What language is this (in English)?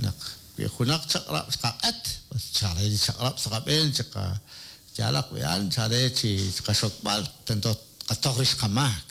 Kekchí